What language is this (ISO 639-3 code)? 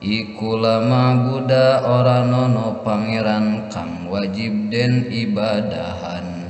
sun